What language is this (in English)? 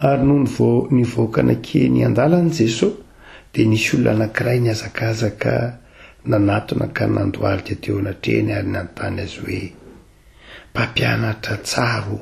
Malagasy